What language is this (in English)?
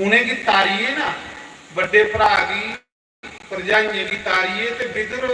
Dogri